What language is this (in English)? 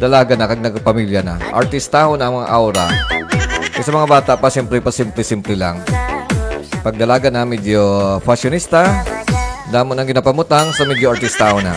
Hiligaynon